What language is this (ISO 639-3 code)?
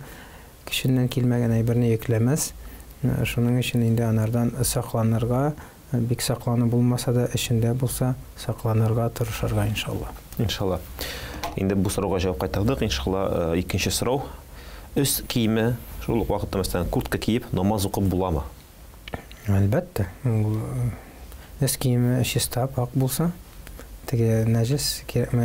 tat